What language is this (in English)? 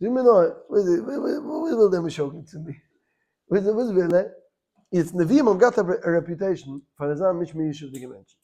Yiddish